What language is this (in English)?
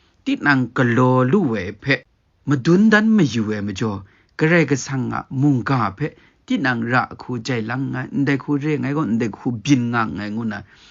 Kachin